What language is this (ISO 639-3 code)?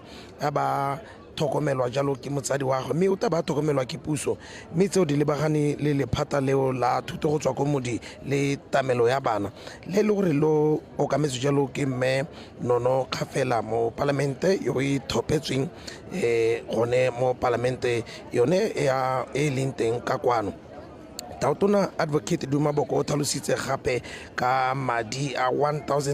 tsn